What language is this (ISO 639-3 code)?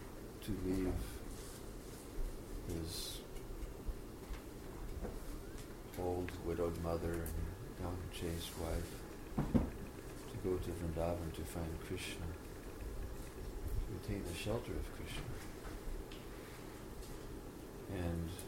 eng